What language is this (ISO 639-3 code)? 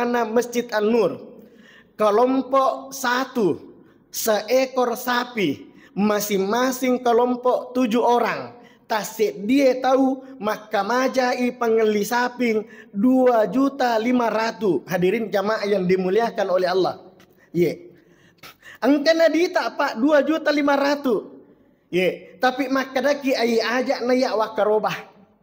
bug